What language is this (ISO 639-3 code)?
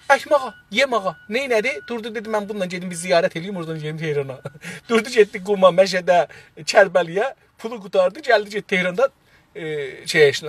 azb